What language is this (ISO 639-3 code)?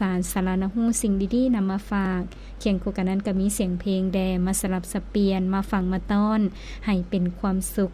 lao